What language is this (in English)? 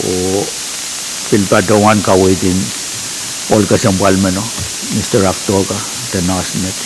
Pohnpeian